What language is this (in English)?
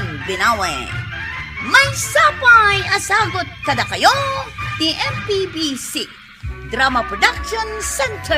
Iloko